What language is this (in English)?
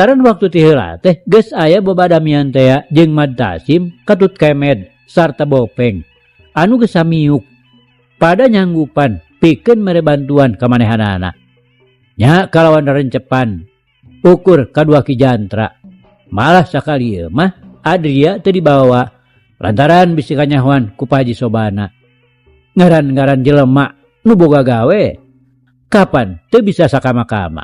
Sundanese